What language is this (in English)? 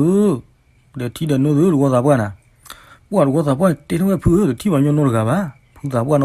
S'gaw Karen